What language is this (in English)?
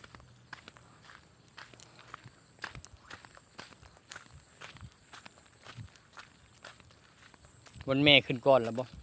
Lao